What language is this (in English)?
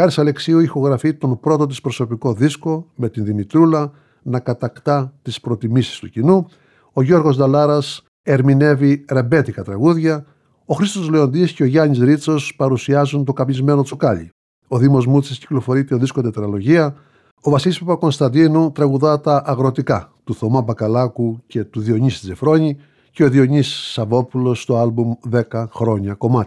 Greek